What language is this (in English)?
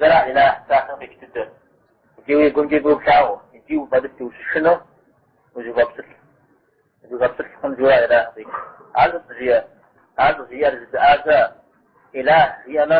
Kabardian